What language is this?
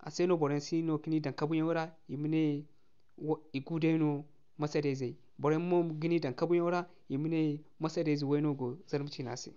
Zarma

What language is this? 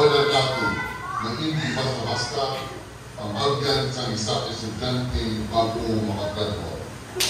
Filipino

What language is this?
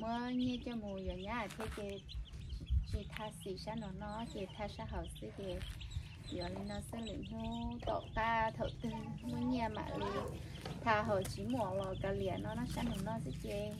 Hmong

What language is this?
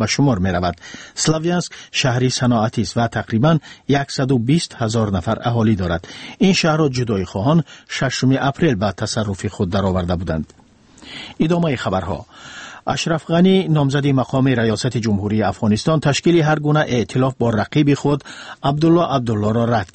Persian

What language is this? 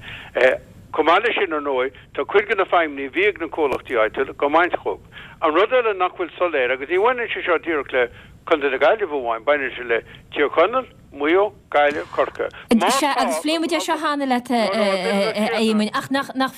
Irish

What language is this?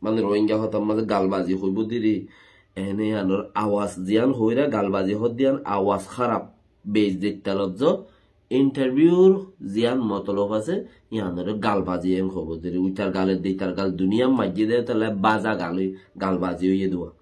Rohingya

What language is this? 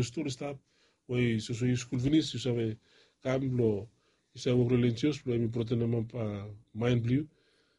Bislama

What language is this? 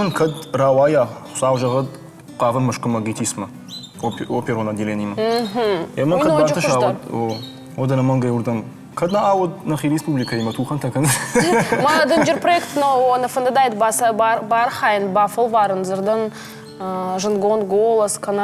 Ossetic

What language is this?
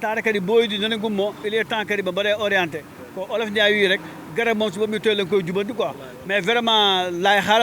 Fula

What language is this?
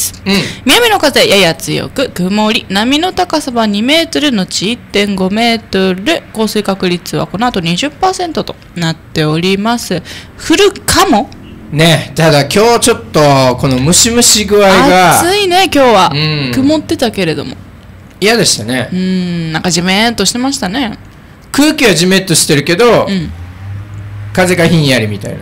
Japanese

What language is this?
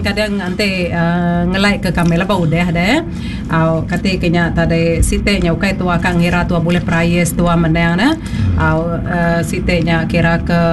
Iban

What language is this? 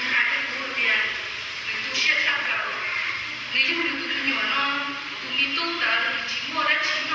Hmong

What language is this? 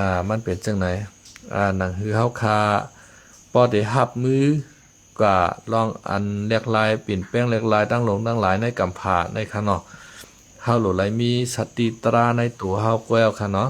Shan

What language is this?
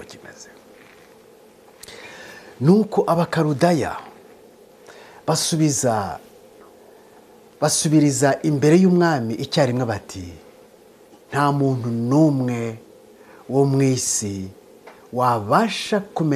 Kinyarwanda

